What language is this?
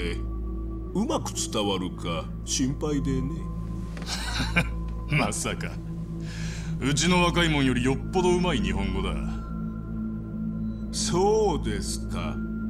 Japanese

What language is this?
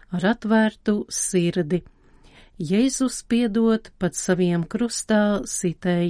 Latvian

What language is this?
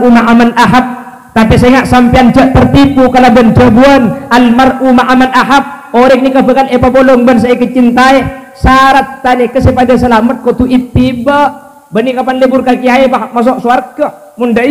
Madurese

